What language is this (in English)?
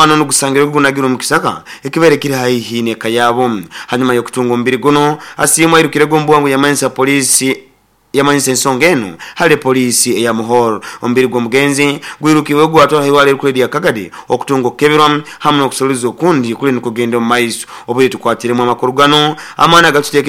Nyoro